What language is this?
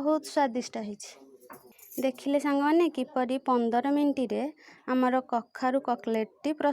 Odia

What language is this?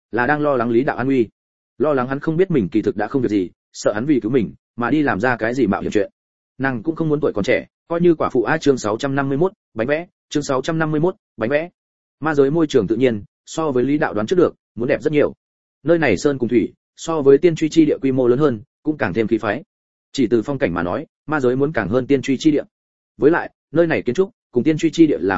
Vietnamese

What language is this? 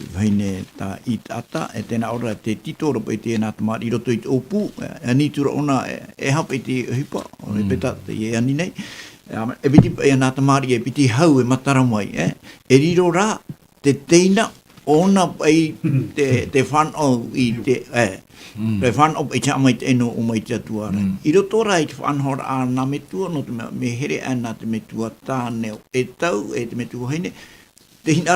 Tahitian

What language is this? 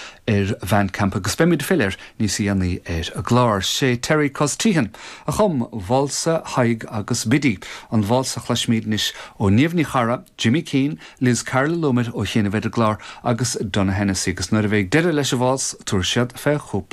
Irish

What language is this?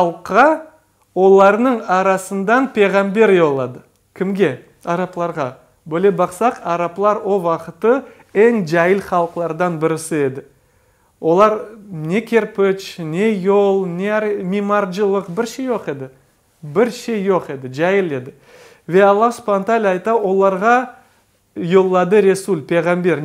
Crimean Tatar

